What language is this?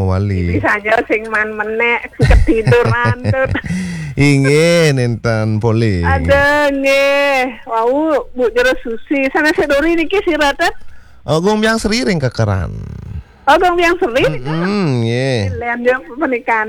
Balinese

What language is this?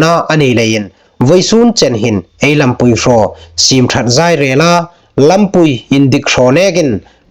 Hmar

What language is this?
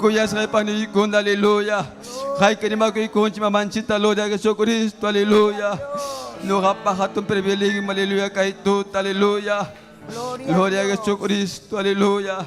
Ayacucho Quechua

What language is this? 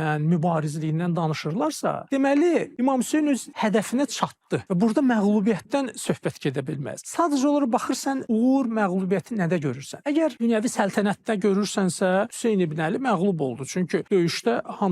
Azerbaijani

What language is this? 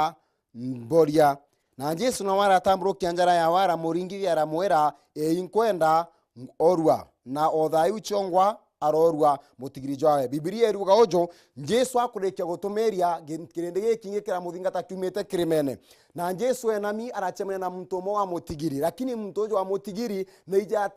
Meru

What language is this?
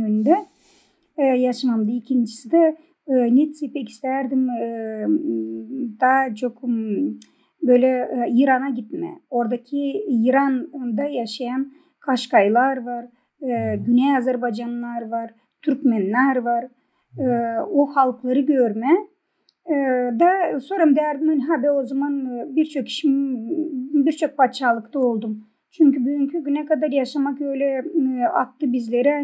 Gagauz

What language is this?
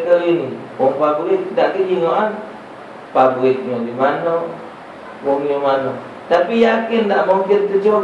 Musi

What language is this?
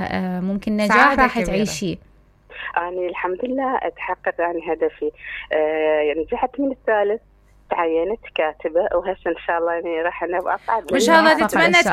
Mesopotamian Arabic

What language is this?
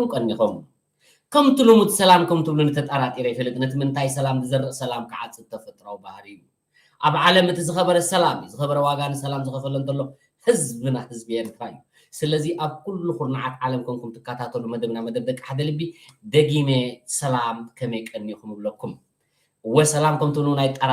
Tigrinya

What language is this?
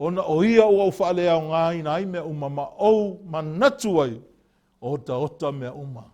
Samoan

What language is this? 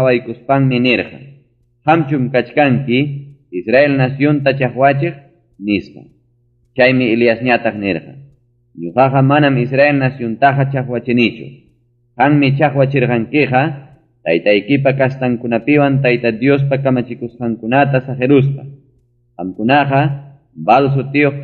Ayacucho Quechua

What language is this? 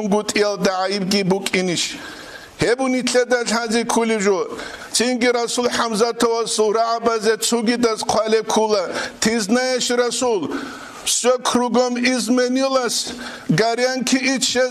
Avaric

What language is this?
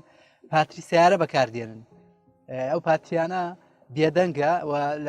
Central Kurdish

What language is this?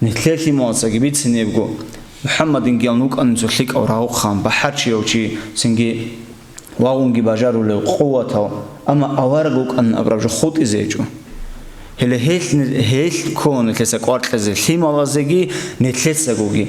Avaric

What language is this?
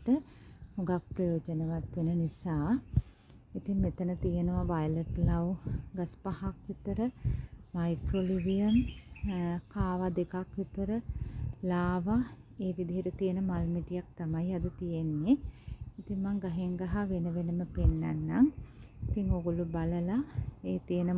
Sinhala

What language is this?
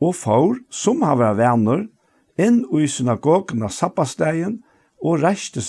Faroese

